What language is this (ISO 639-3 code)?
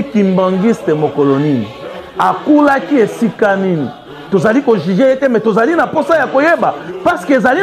lin